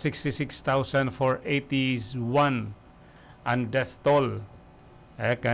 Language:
Bikol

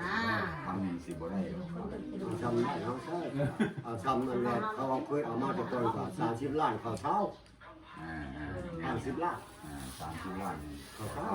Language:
Northeastern Thai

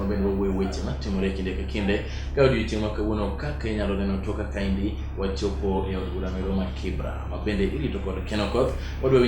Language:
Luo (Kenya and Tanzania)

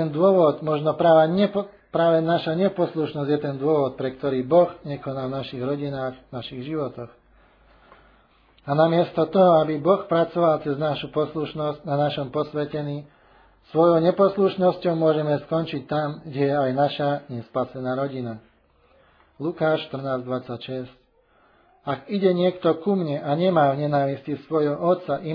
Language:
Slovak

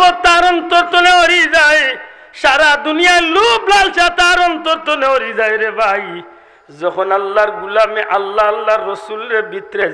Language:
Sylheti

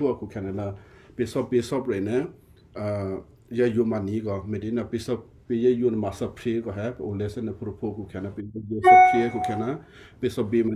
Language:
Western Kayah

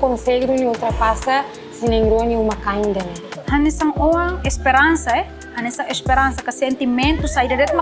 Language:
Tetum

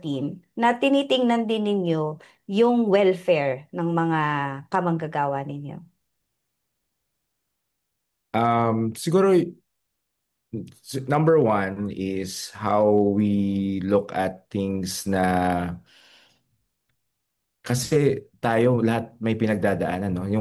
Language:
Filipino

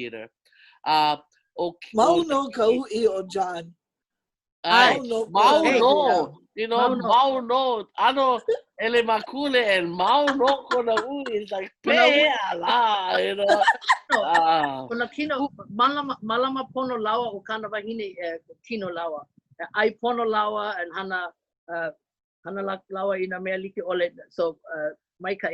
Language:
Hawaiian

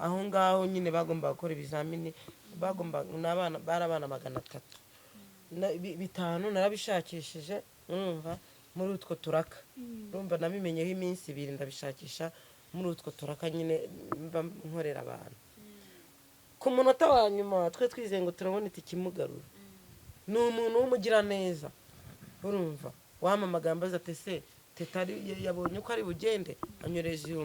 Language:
Kinyarwanda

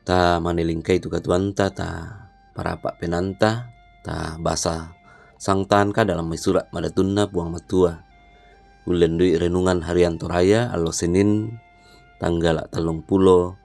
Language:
Toraja-Sa'dan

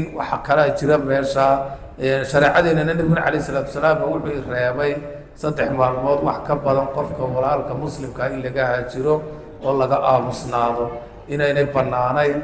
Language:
Somali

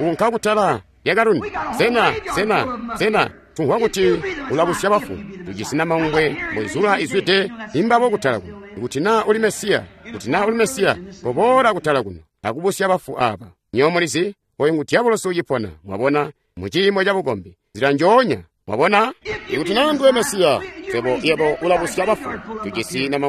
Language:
Tonga (Zambia)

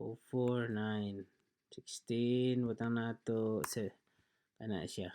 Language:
Cebuano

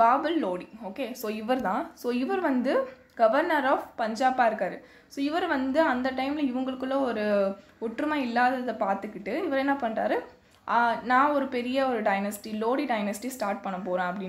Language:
Tamil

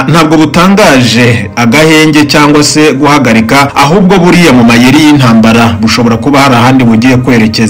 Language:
Kinyarwanda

